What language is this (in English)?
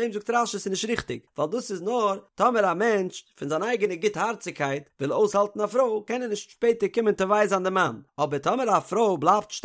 Yiddish